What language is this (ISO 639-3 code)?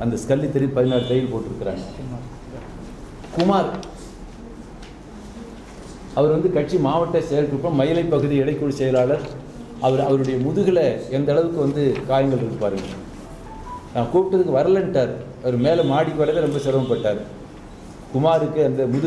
tam